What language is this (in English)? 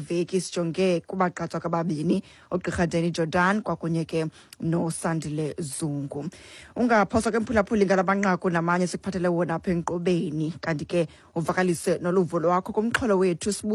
Xhosa